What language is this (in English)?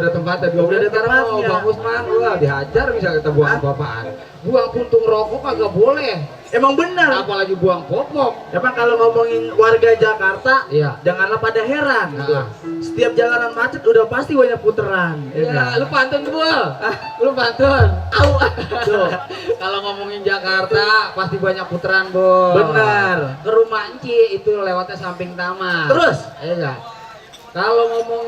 Betawi